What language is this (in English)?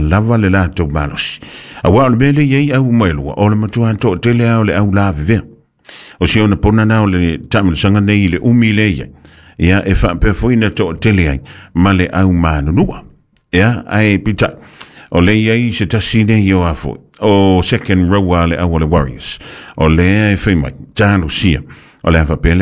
Samoan